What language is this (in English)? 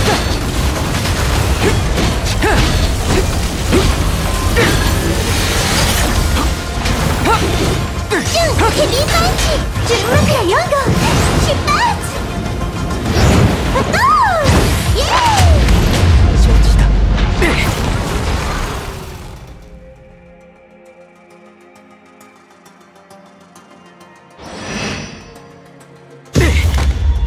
Japanese